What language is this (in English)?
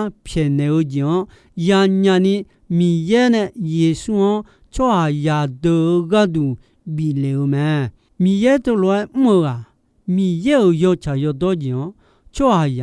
Akha